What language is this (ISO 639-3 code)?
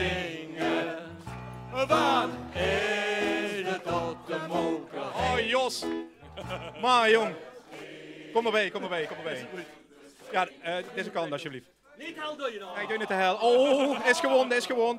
lim